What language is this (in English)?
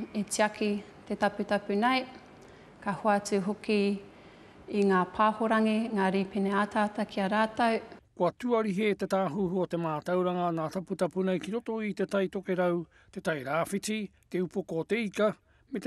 Māori